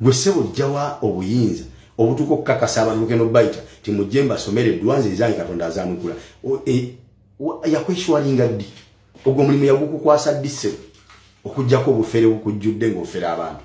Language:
Ganda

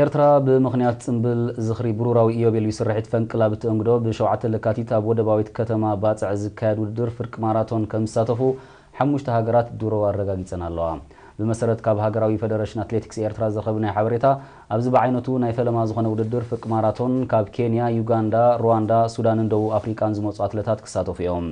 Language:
Tigrinya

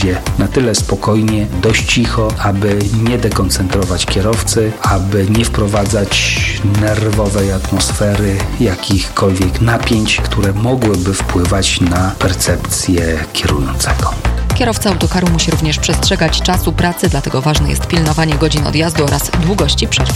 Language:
Polish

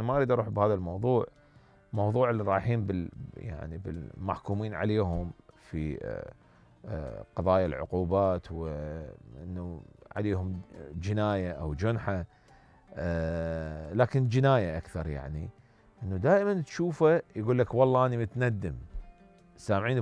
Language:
Mesopotamian Arabic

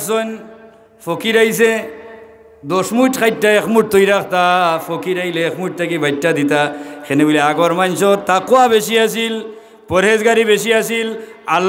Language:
Sylheti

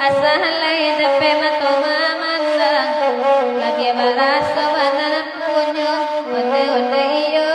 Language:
Minangkabau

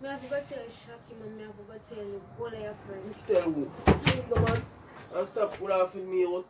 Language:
Jamaican Creole English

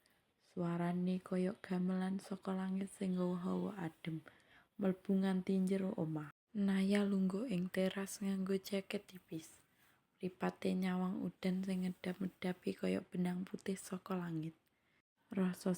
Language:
Javanese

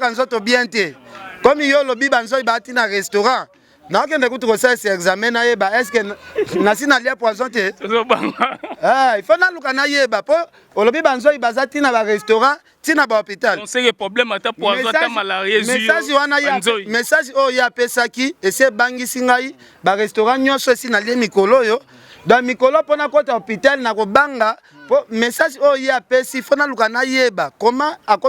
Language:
Lingala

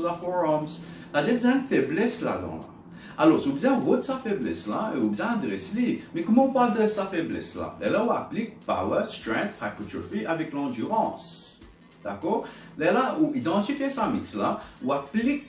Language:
Morisyen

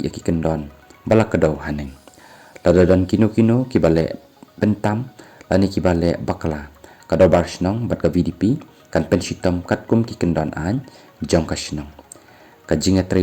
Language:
Khasi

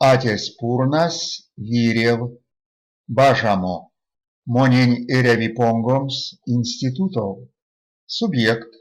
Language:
Erzya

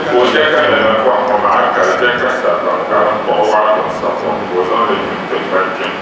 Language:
Dagbani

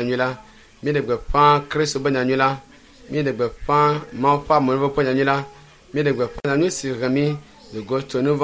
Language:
Ewe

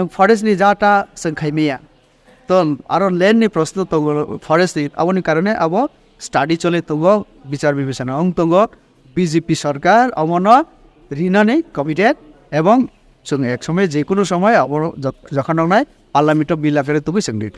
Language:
Kok Borok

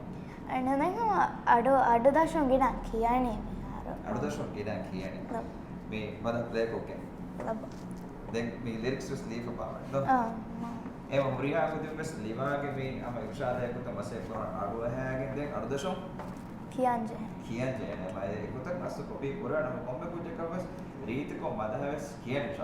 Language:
Divehi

